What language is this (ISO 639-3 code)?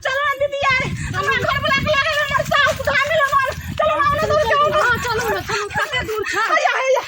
mai